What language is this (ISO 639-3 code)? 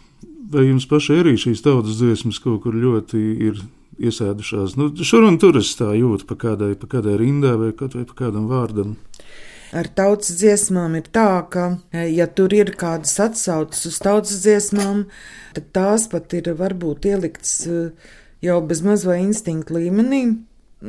lav